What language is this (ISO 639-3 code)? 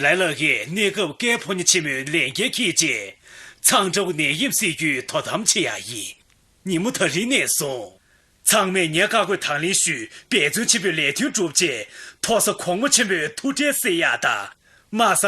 bod